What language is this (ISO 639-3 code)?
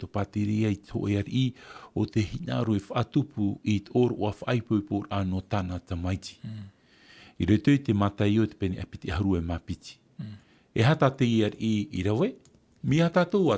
tah